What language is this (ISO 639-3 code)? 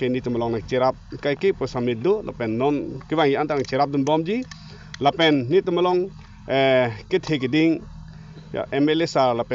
mjw